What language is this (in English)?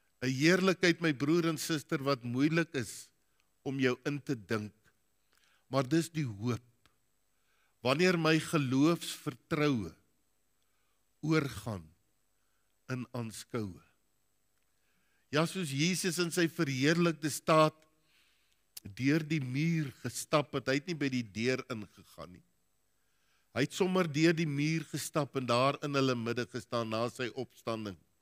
Afrikaans